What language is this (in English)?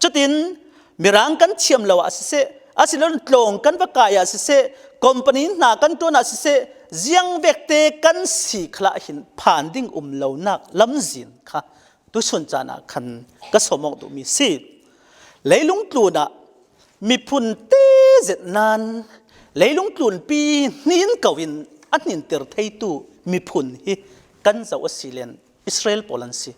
Falam Chin